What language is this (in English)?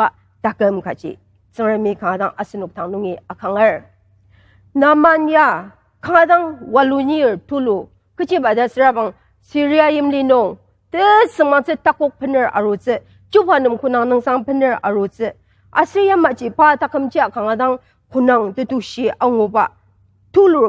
Ao Naga